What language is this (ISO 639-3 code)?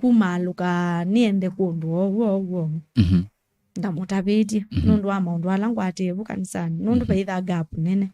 kam